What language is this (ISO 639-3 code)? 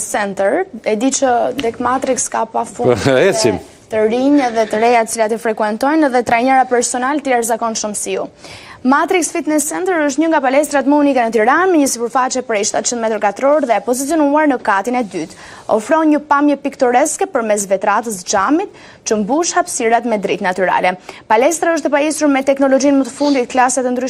sqi